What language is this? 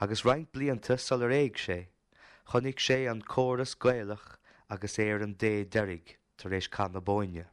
Irish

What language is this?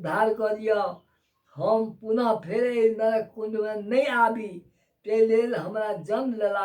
Maithili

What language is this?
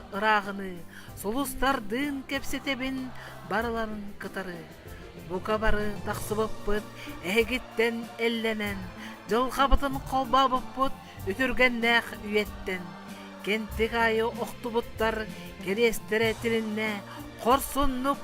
Yakut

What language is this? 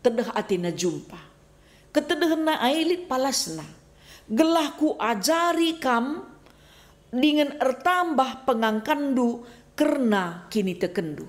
Batak Karo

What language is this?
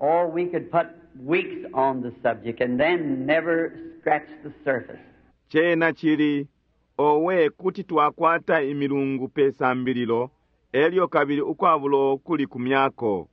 Bemba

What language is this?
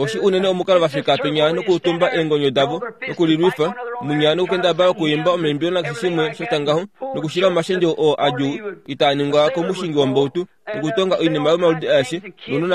Kuanyama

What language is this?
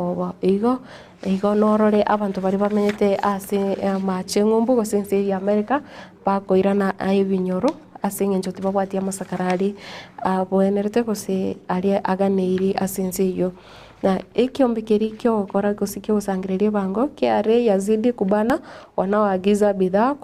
Gusii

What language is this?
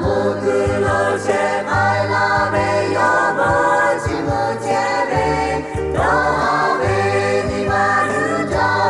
Lahu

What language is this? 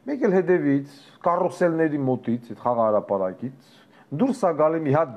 Armenian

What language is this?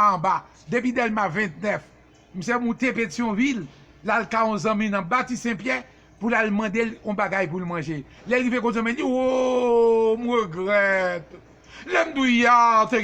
Haitian Creole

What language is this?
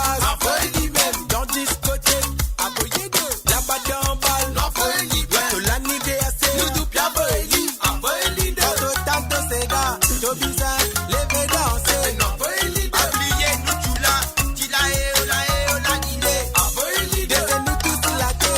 Morisyen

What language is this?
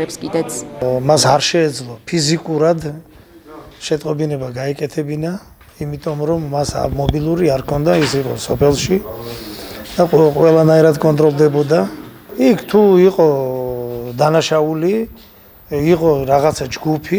Georgian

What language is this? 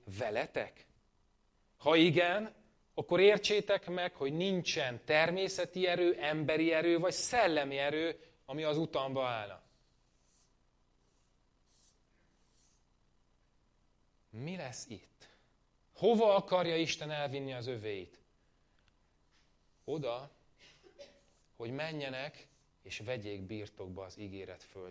Hungarian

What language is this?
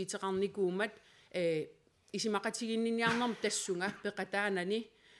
Kalaallisut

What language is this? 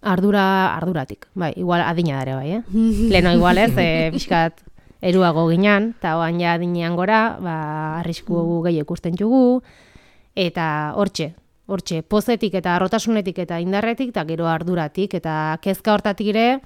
Basque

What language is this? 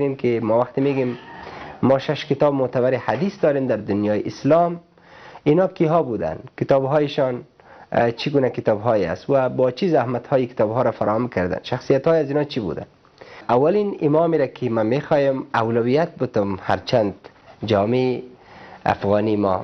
Persian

